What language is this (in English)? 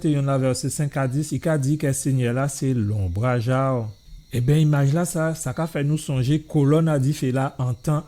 Guadeloupean Creole French